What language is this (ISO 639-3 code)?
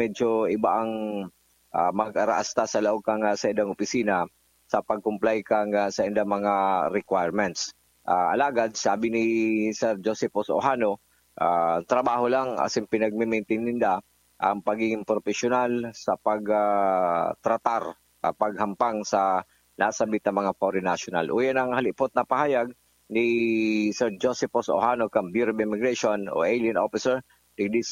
bik